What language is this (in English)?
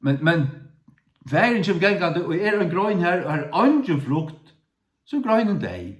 Faroese